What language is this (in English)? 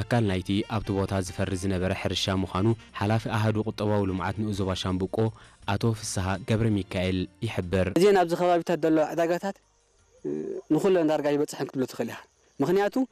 Tigrinya